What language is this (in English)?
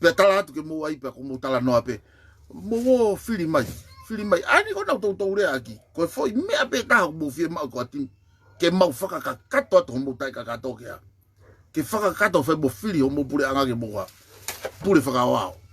Tongan